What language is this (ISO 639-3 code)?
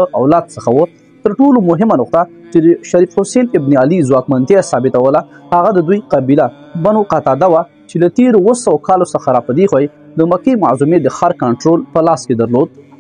pus